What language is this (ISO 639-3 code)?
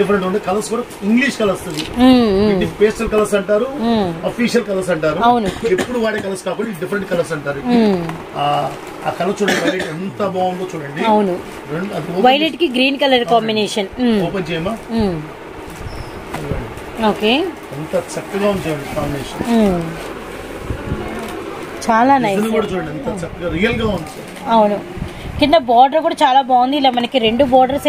tel